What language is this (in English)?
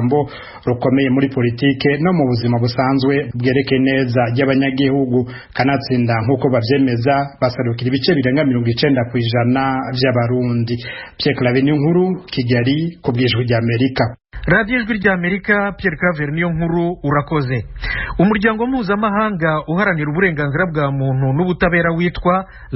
Rundi